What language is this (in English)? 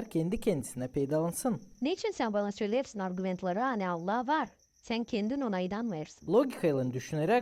Gagauz